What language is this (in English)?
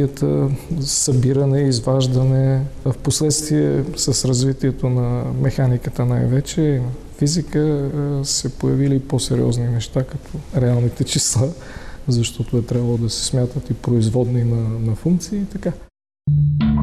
Bulgarian